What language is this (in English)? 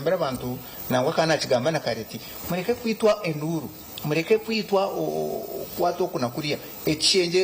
Nyankole